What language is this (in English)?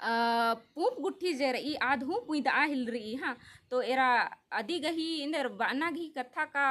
Kurukh